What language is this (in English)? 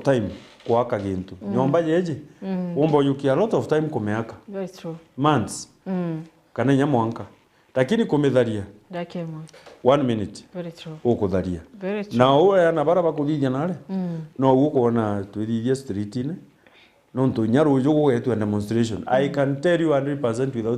Meru